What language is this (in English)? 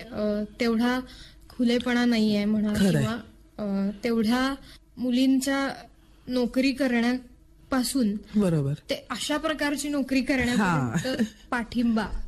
Marathi